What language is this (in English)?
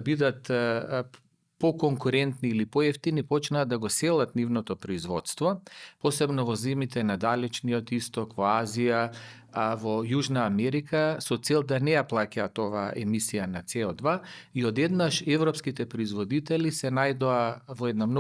Macedonian